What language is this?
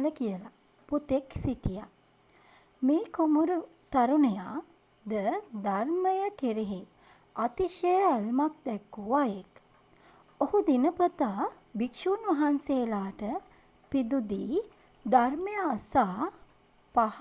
Sinhala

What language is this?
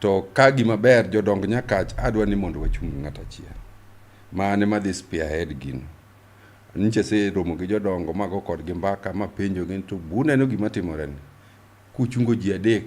Luo (Kenya and Tanzania)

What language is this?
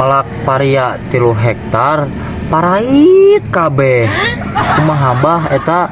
Sundanese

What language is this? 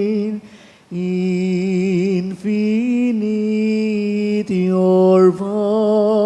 Bikol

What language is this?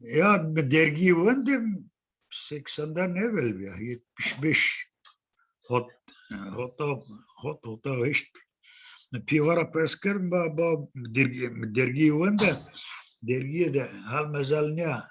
Zaza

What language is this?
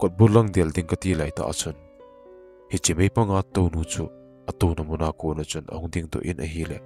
Thado Chin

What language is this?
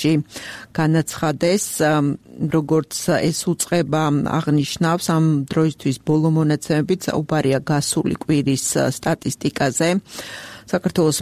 Georgian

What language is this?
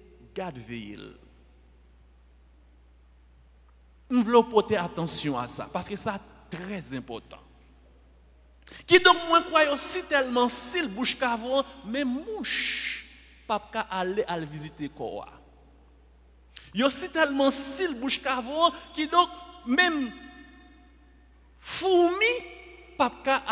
French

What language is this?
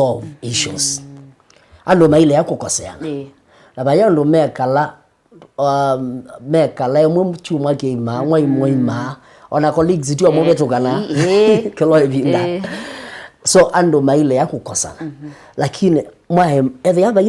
Kamba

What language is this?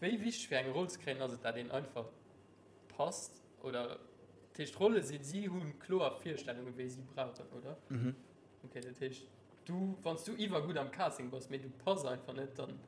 Luxembourgish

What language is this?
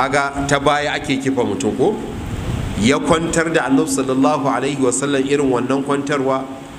Hausa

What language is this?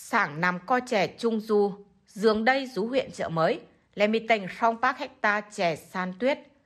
Tày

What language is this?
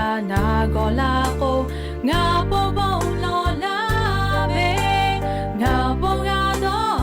Lahu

